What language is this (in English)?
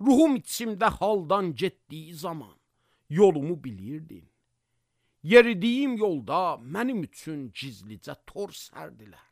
Azerbaijani